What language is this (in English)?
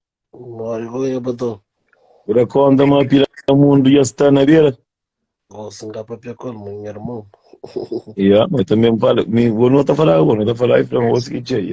Kabuverdianu